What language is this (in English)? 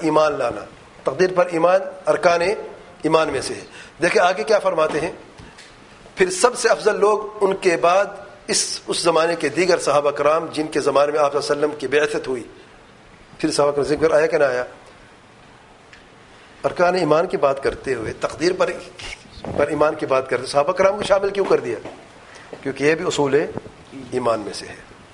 Urdu